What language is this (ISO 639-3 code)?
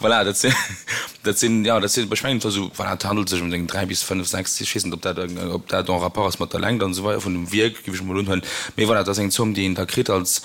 ltz